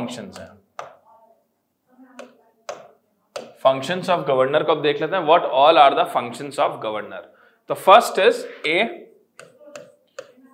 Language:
Hindi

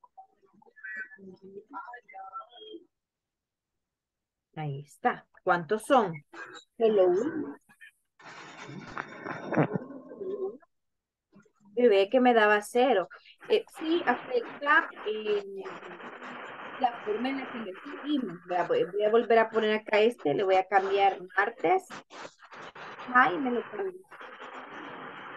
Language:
Spanish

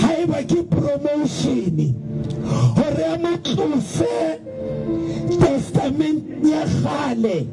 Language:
Southern Sotho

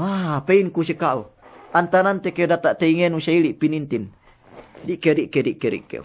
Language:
Yakan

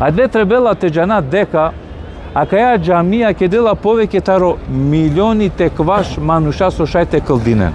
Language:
Balkan Romani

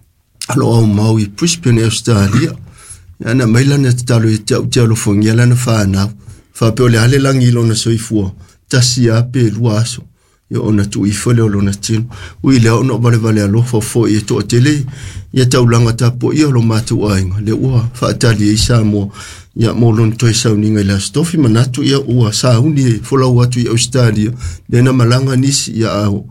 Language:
Samoan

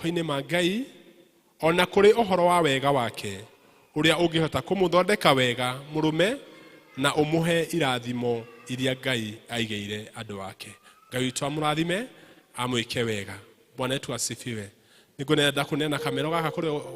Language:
Kikuyu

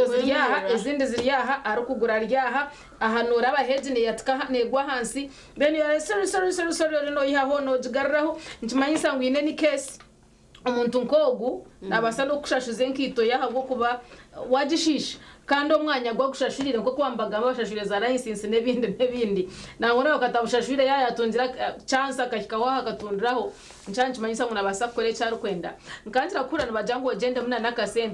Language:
Nyankole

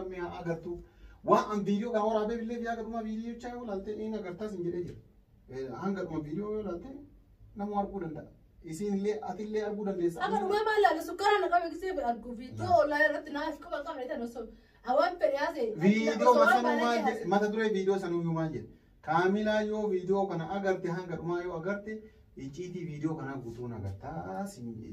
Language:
Oromo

